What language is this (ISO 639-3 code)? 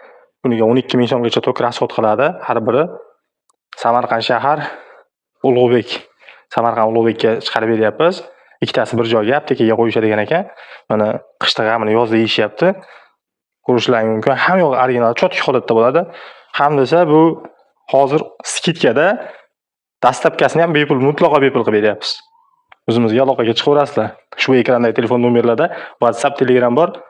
uzb